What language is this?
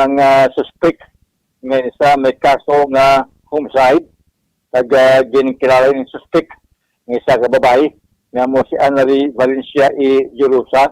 Hiligaynon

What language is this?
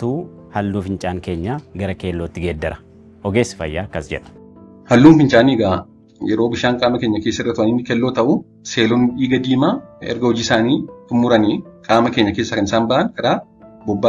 Oromo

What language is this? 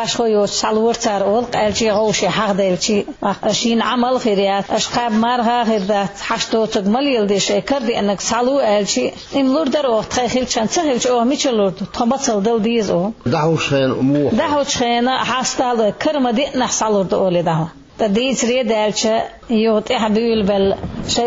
Chechen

